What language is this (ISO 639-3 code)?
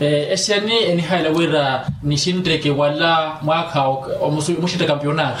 vmw